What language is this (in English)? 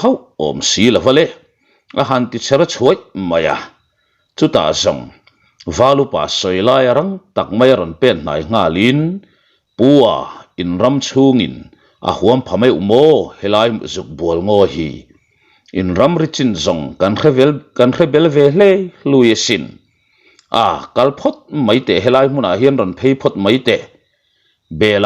Mizo